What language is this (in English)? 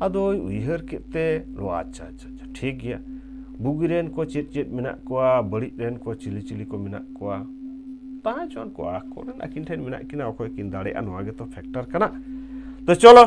Santali